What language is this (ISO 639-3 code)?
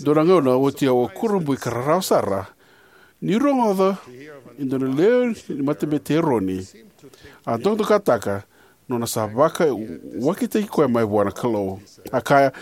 fij